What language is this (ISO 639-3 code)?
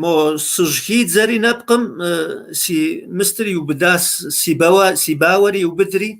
kbd